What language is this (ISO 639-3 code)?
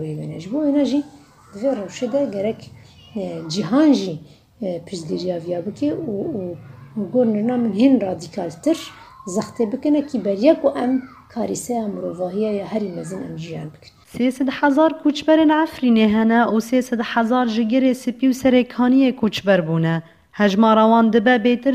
kur